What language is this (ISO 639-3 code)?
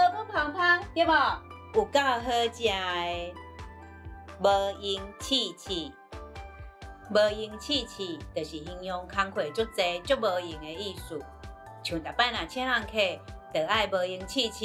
nan